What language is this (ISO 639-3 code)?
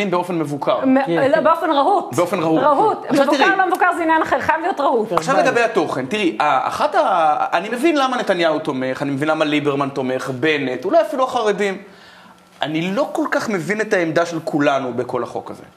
heb